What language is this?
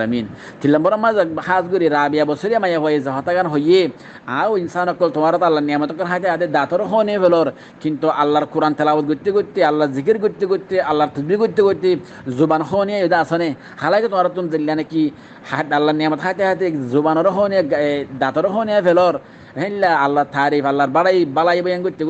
Rohingya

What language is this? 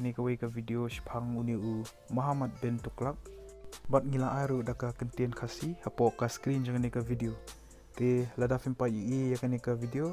Khasi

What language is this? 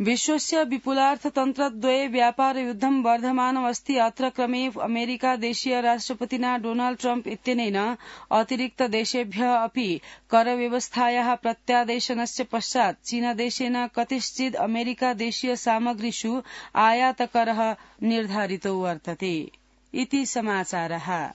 Sanskrit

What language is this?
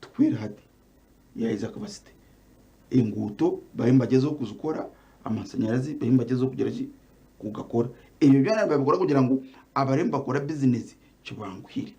Nyankole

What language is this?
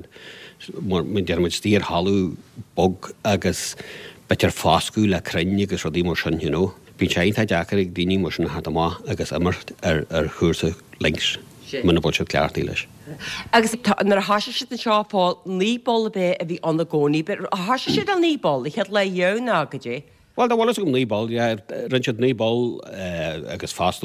Irish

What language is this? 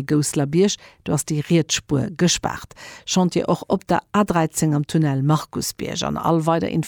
Luxembourgish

